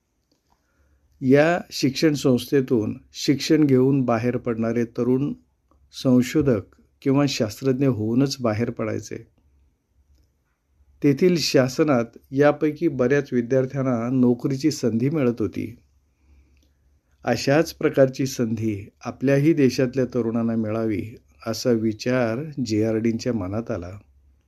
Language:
Marathi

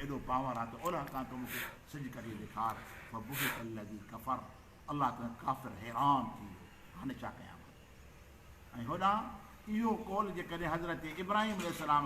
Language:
Sindhi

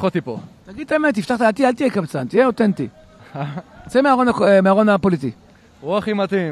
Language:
Hebrew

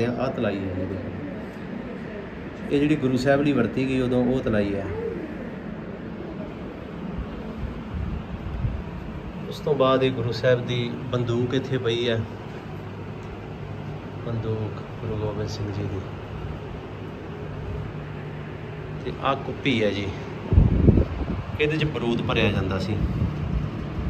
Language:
Punjabi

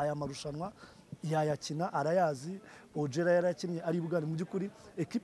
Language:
Kinyarwanda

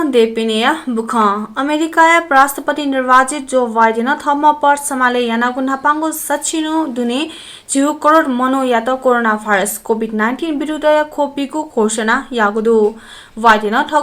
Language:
Newari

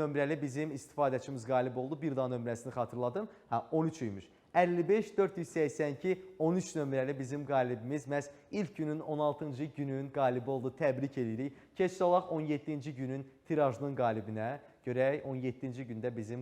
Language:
Azerbaijani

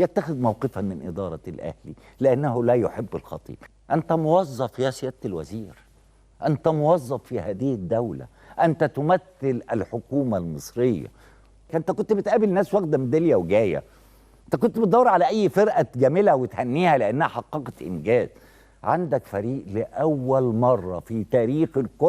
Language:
Egyptian Arabic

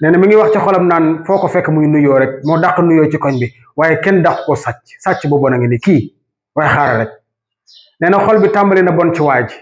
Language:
Wolof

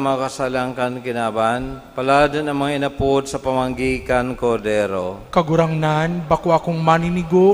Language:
Bikol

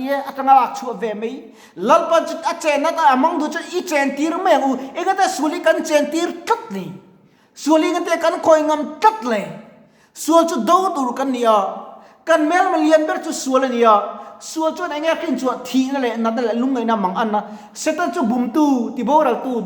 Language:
Mizo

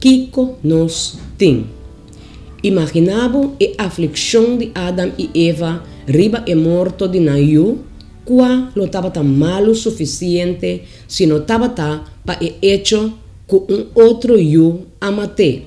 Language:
Papiamento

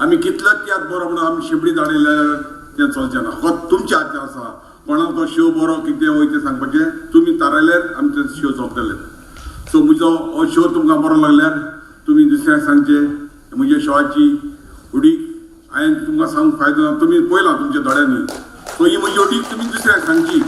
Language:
Konkani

